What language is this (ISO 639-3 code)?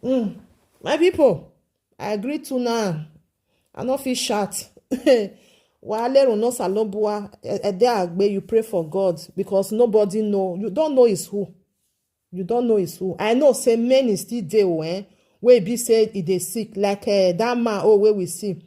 pcm